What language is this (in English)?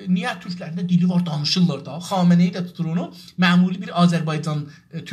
South Azerbaijani